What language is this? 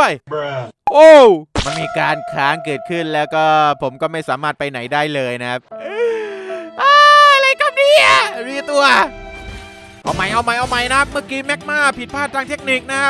Thai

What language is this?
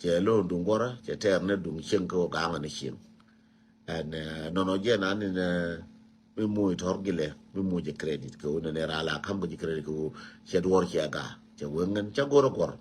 Nuer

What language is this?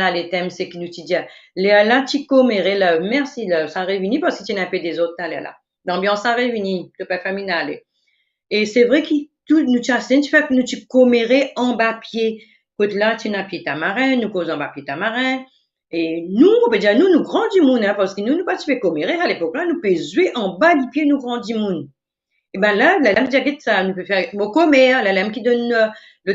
Morisyen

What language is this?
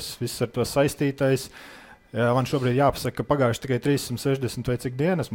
Latvian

